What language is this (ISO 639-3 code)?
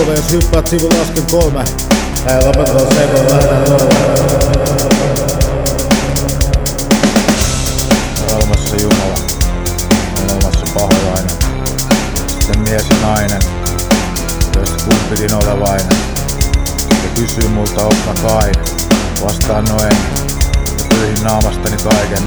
fin